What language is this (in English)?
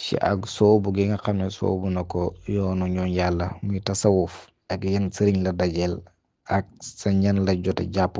Wolof